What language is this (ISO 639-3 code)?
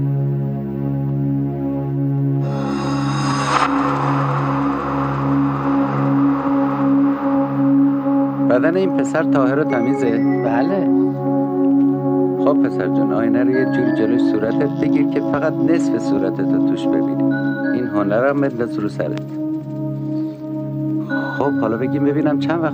fas